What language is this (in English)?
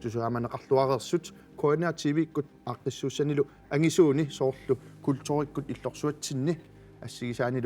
Kalaallisut